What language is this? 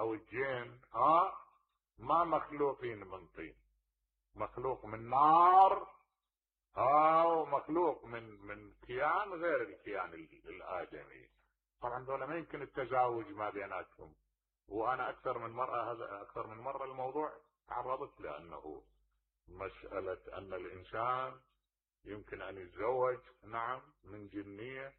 Mesopotamian Arabic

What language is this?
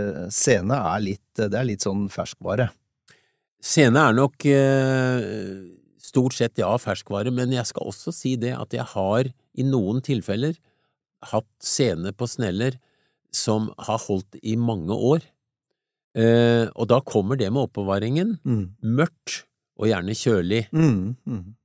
Norwegian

